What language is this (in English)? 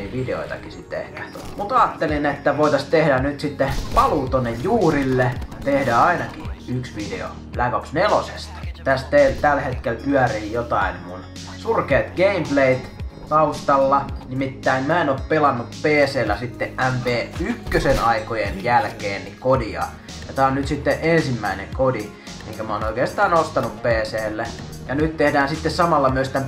Finnish